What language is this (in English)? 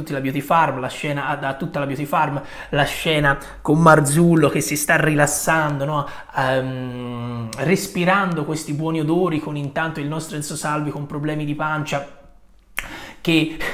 Italian